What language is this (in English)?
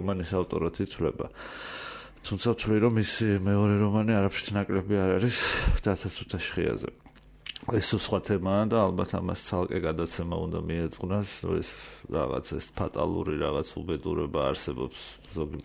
Georgian